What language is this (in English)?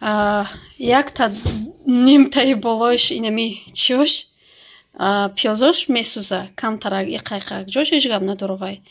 Tajik